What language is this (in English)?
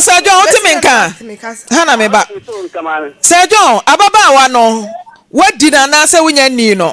Akan